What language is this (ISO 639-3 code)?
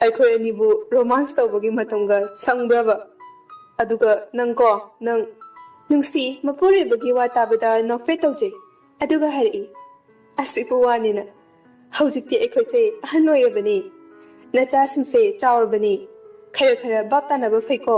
mni